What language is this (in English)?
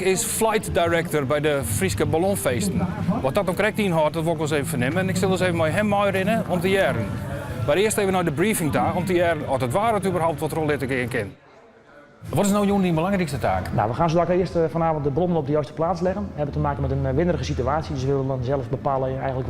Western Frisian